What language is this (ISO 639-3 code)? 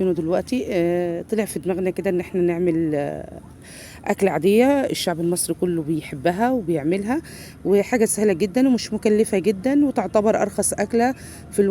arz